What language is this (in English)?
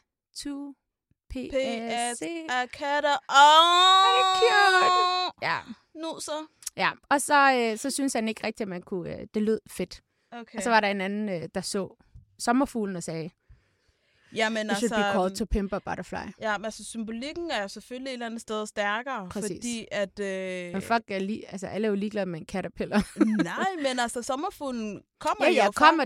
Danish